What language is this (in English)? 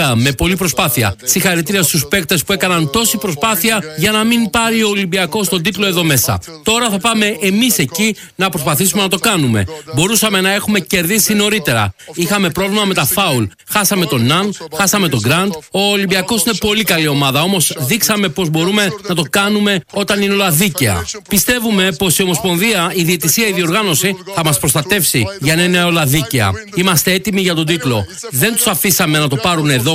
Greek